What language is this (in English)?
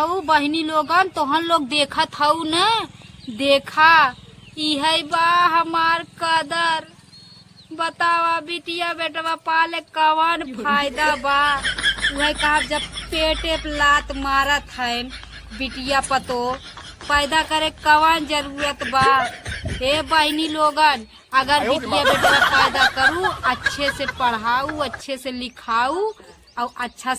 Awadhi